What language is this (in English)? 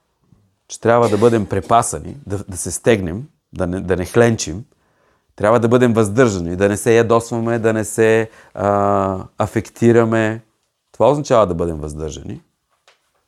Bulgarian